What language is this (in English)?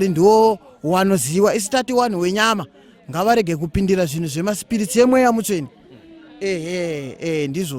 Shona